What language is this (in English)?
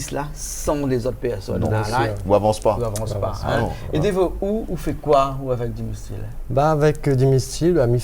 Réunion Creole French